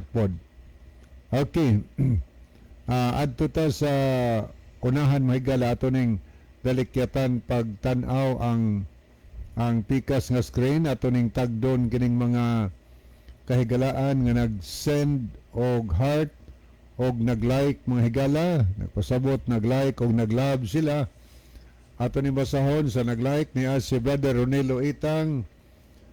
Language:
Cebuano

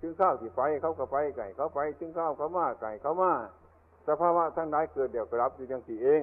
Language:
Northeastern Thai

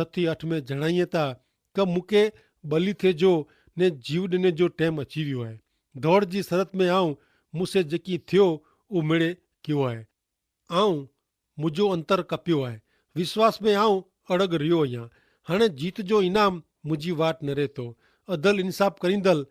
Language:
Kachhi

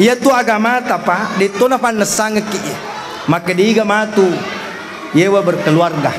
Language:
Buginese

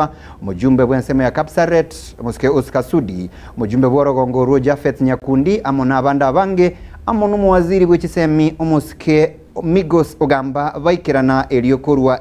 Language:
Gusii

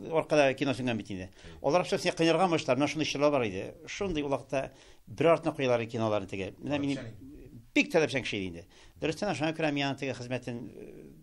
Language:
Tatar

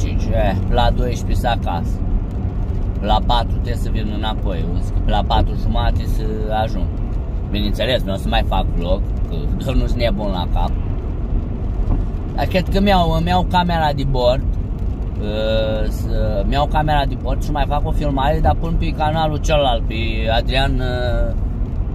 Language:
Romanian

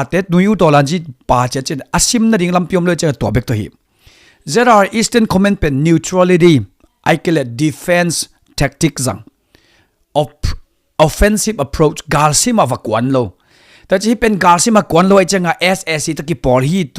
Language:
Tedim Chin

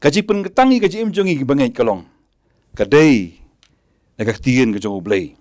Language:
Khasi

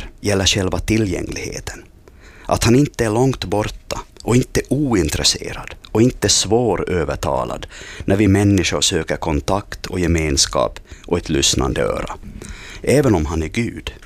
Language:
Swedish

